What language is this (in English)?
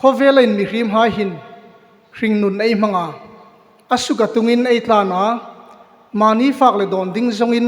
Hmar